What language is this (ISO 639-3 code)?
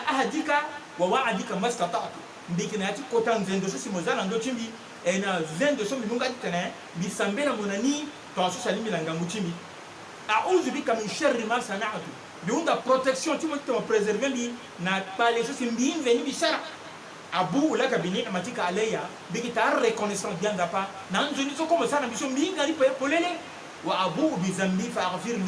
sag